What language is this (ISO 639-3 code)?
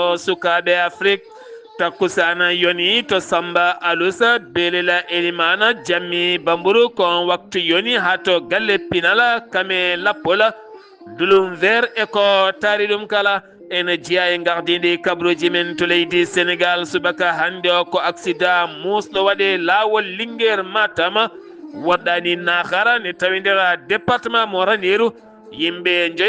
ful